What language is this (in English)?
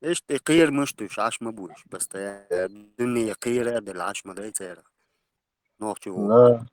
Chechen